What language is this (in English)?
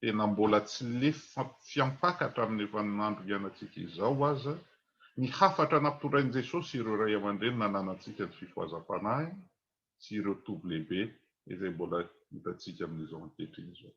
Malagasy